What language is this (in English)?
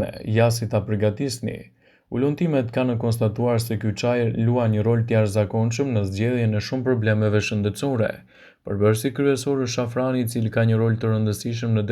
Albanian